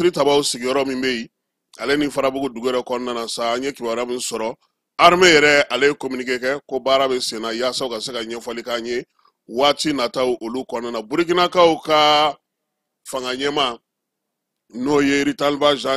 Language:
Bambara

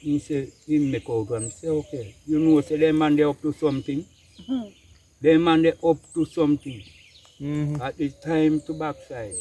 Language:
Jamaican Creole English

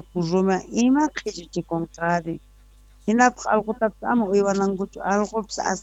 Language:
South Bolivian Quechua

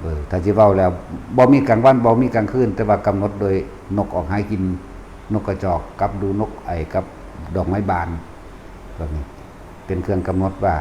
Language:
Northeastern Thai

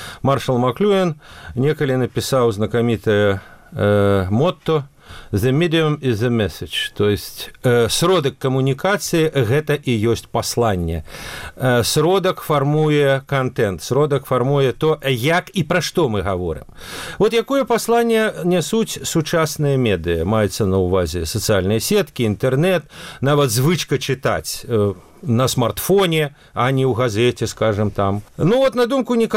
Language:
Belarusian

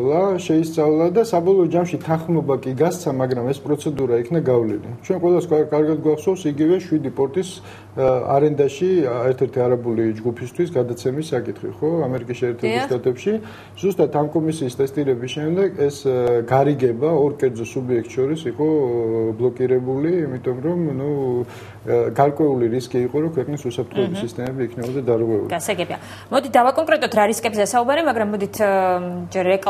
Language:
Georgian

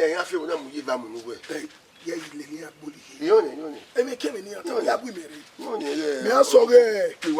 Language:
Bini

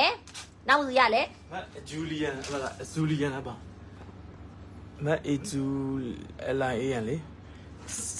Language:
Burmese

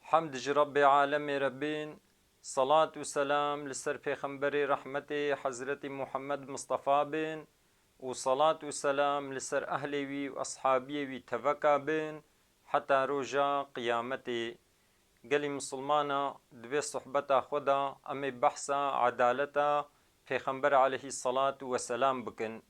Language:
Kurdish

